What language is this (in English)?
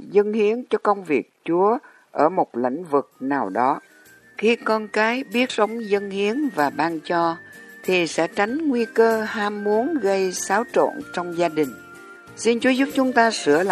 Vietnamese